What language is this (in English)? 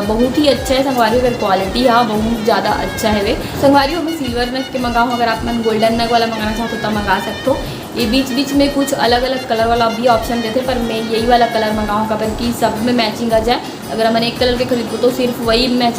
Chhattisgarhi